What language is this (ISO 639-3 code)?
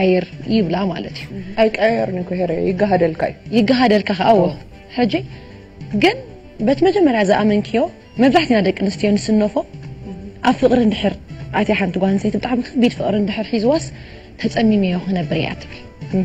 tir